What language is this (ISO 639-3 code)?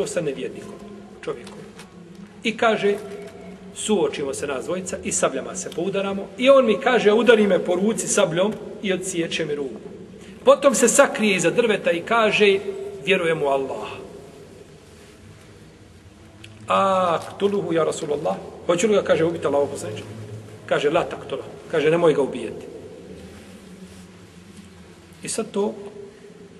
bos